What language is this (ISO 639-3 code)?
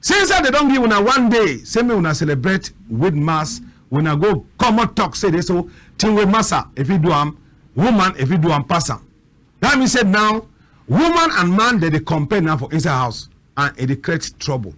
wes